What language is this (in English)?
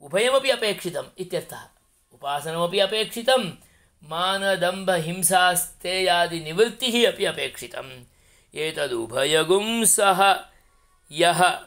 Sanskrit